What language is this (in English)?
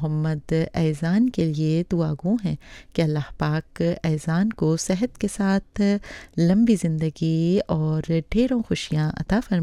Urdu